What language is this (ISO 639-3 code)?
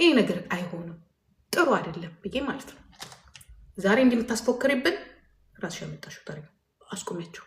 amh